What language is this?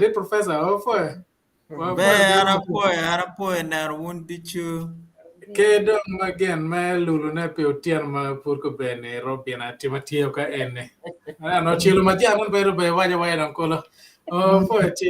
Acoli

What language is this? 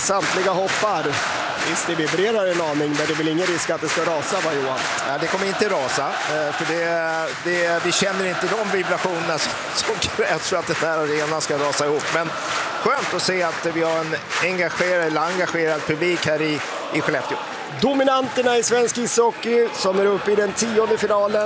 Swedish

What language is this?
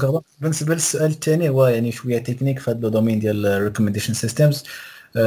Moroccan Arabic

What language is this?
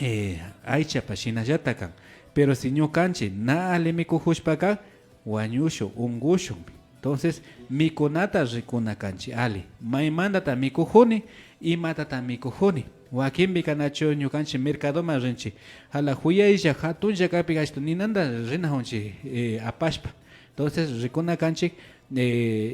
Imbabura Highland Quichua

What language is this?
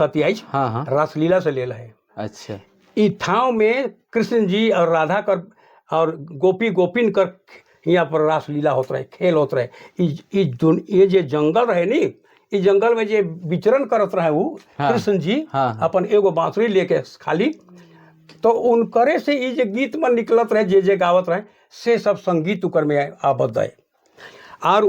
Sadri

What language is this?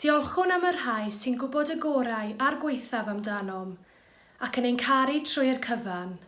Welsh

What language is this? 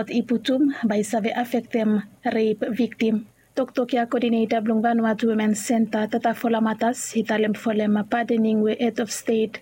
Bislama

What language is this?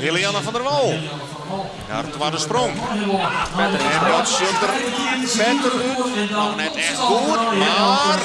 Western Frisian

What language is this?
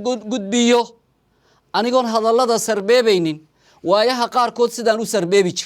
Somali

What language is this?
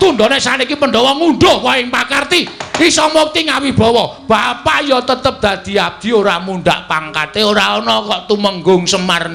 Javanese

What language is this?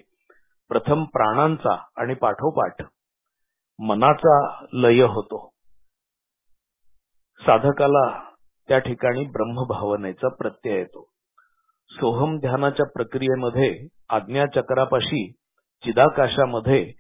Marathi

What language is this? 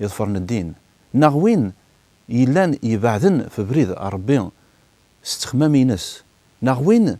Kabyle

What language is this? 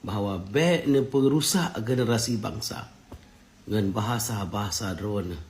Achinese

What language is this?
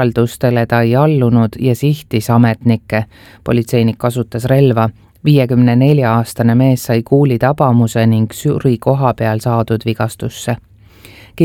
Estonian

